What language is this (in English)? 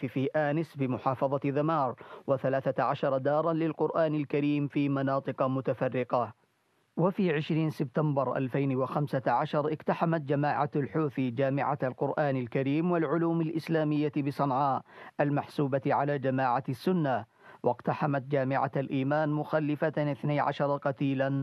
Arabic